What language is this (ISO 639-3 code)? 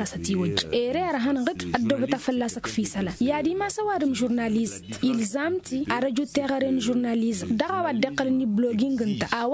taq